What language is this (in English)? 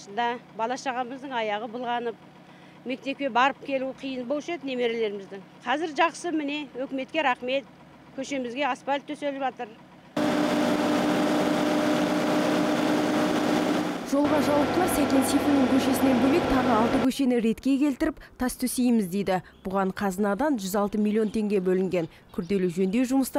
Kazakh